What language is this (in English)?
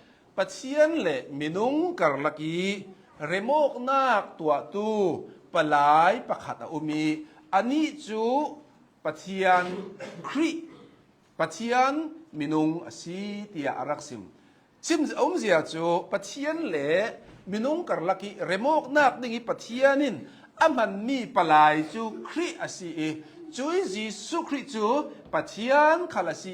Hakha Chin